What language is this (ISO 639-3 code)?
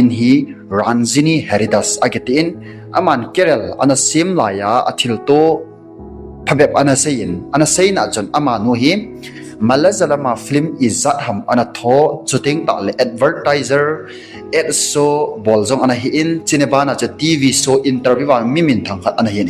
tcz